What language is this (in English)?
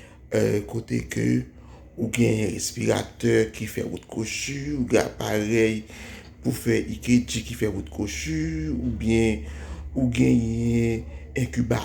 Haitian Creole